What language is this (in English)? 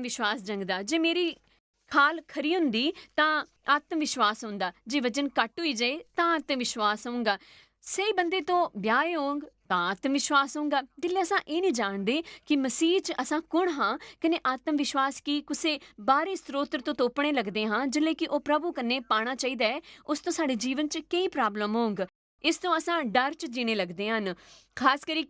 Dogri